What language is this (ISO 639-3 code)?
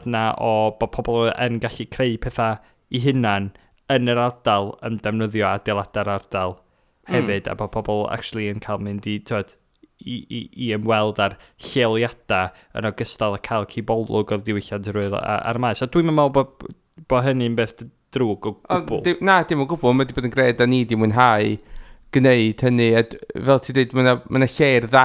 cym